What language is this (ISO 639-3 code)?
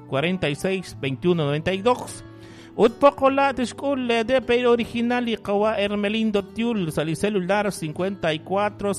kek